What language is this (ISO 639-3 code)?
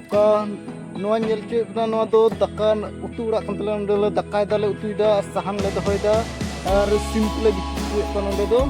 sat